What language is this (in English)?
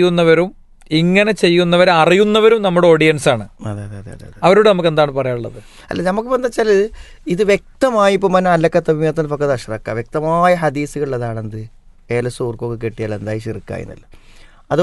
Malayalam